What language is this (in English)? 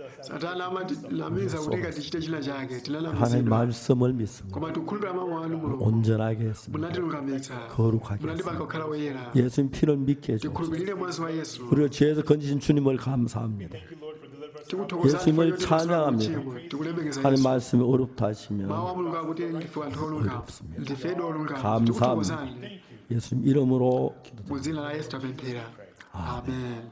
Nyanja